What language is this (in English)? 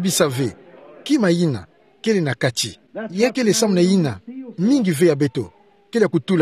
Kituba (Democratic Republic of Congo)